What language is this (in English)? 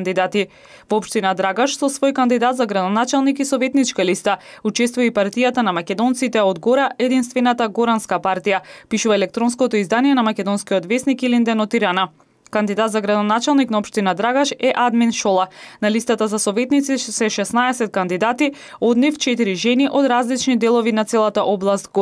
Macedonian